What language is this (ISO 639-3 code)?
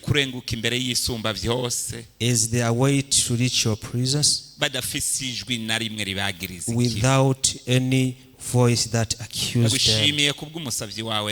run